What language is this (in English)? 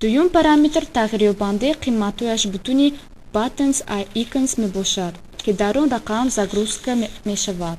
Tajik